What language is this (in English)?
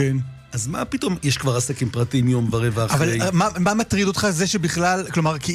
Hebrew